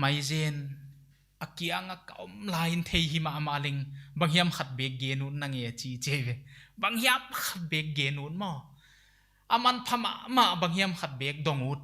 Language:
Paite Chin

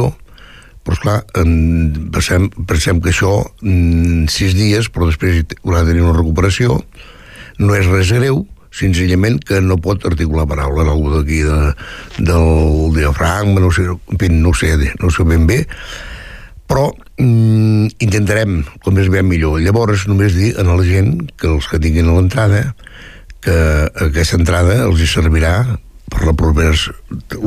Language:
Catalan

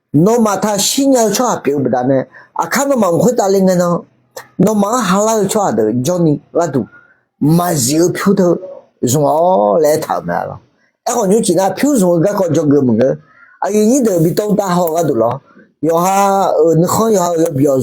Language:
Akha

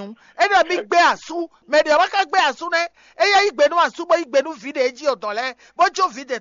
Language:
Fon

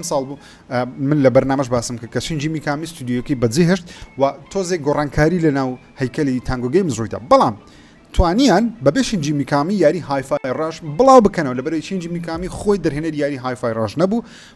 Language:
Central Kurdish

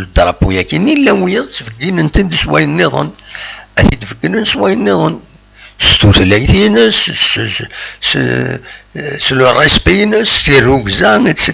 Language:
Kabyle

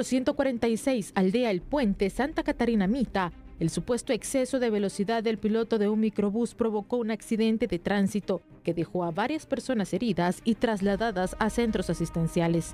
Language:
Spanish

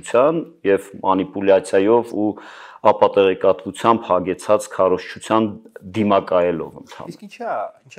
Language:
Armenian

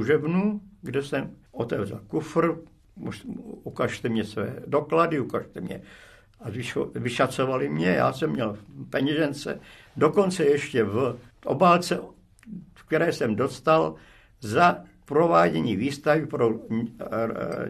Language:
Czech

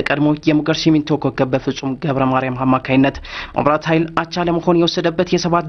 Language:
Amharic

